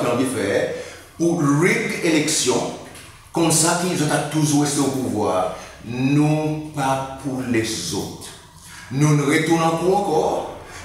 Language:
Seselwa Creole French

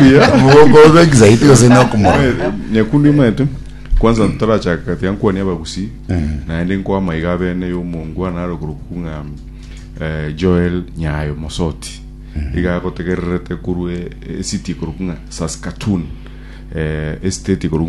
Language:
Gusii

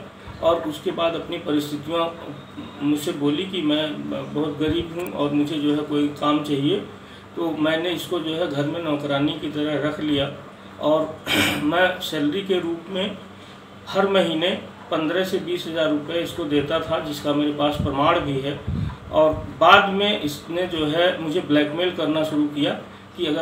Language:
Hindi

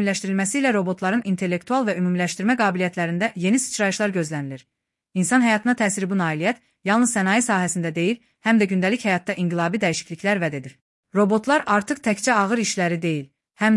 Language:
Azerbaijani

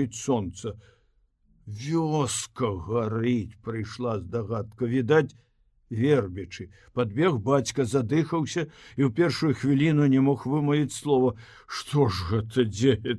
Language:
Belarusian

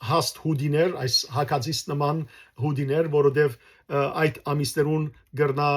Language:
Western Armenian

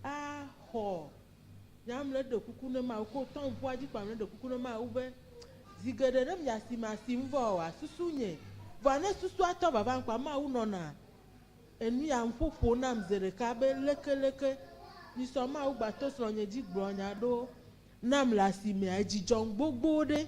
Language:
Ewe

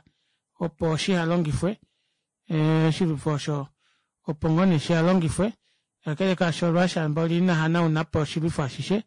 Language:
Kuanyama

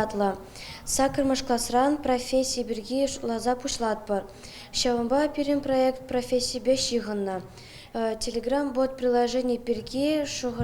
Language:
Chuvash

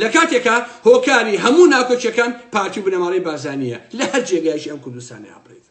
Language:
Central Kurdish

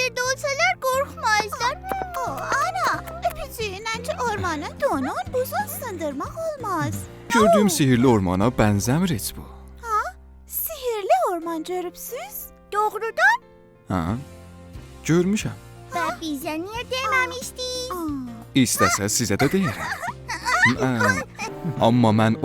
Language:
South Azerbaijani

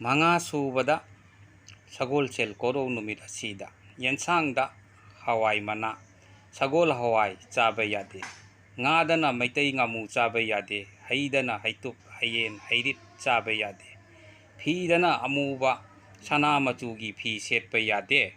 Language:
Manipuri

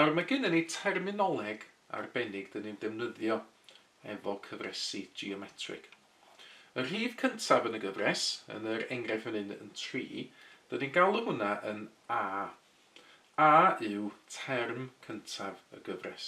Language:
Welsh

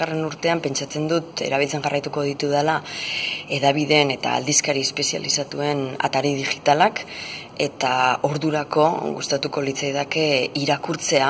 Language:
Basque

